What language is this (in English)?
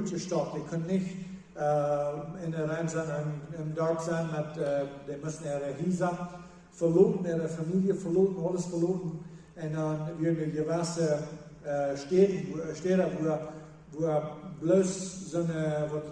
Plautdietsch